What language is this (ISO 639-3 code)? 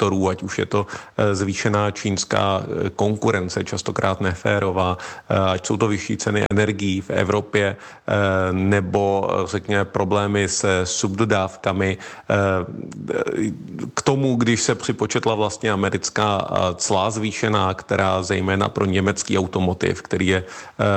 ces